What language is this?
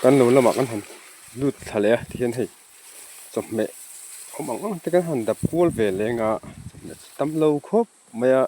Mizo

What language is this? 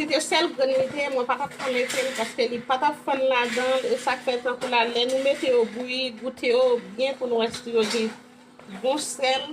Haitian Creole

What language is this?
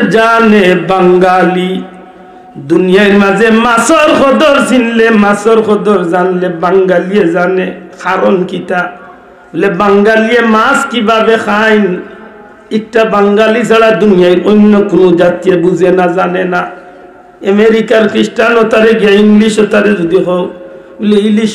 Sylheti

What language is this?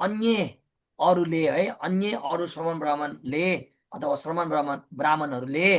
Nepali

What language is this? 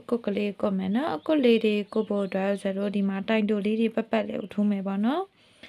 Burmese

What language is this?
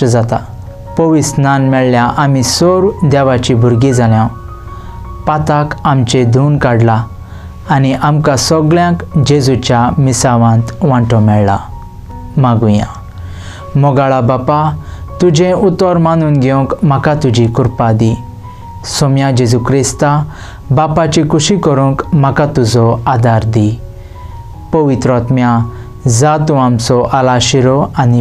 Konkani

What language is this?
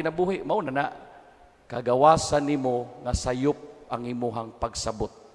Cebuano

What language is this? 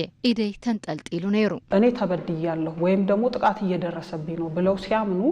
Tigrinya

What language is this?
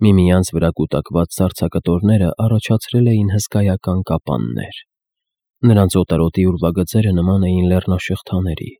Armenian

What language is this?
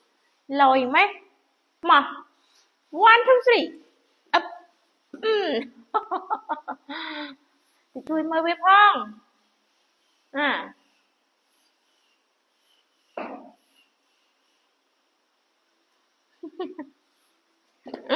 Vietnamese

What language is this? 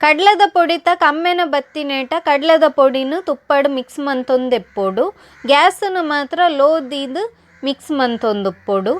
Tulu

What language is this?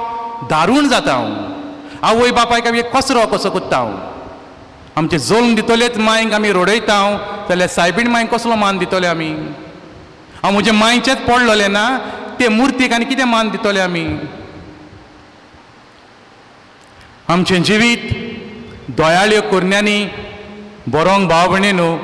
Konkani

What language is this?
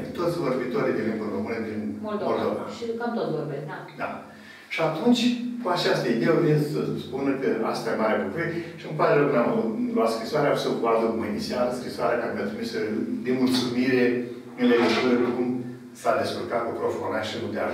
Romanian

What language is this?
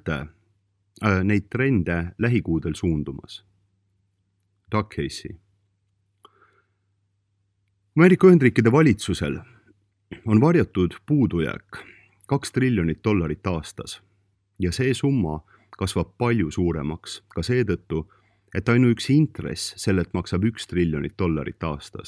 Estonian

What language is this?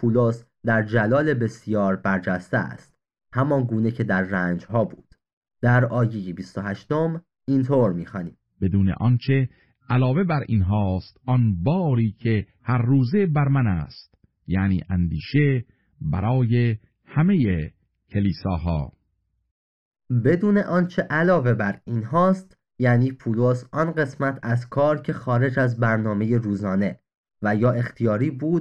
Persian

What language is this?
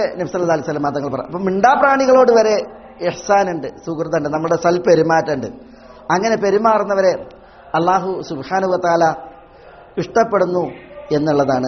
Malayalam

